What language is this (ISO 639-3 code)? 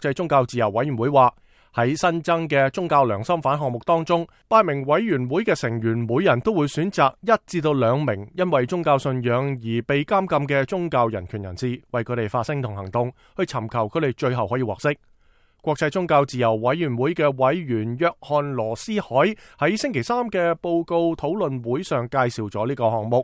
yue